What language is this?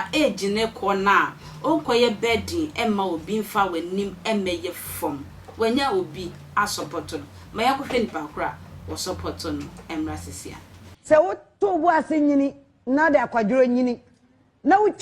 Akan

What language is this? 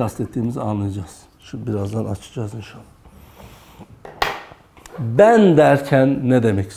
Turkish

